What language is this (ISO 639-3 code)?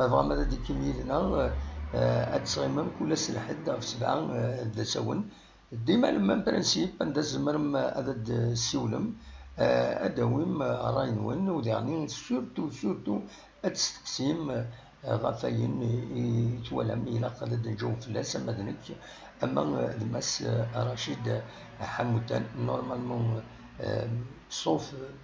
kab